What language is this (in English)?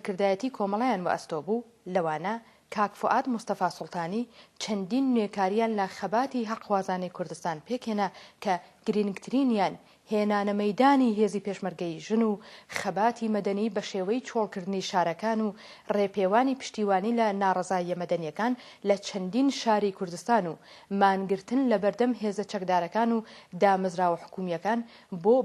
Central Kurdish